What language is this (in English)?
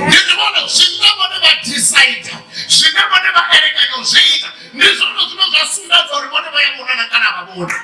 Venda